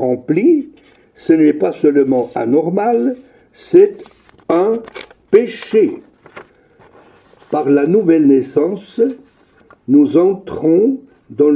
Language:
French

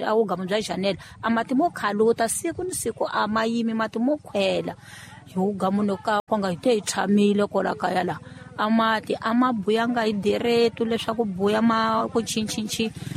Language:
Tsonga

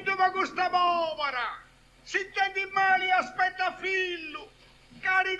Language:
Sardinian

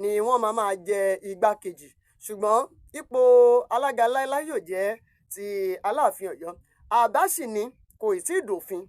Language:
Yoruba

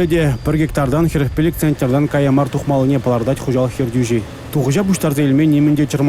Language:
Chuvash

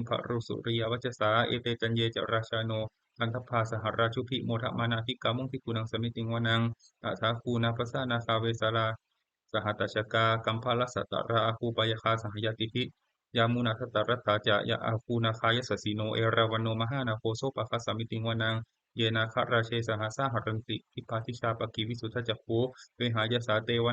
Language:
Pali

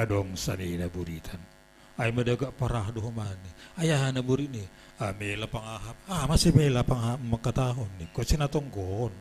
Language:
Batak Simalungun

